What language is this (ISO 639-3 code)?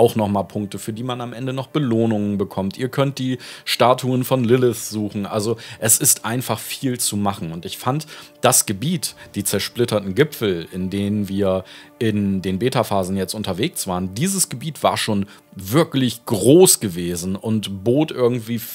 deu